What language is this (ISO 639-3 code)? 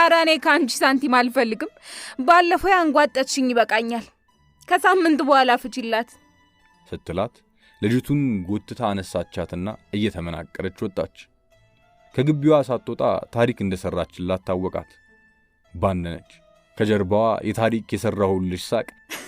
amh